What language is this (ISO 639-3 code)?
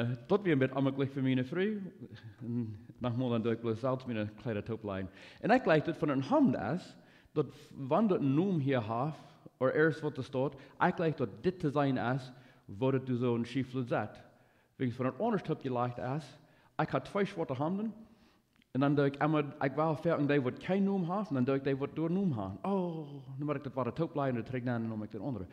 pdt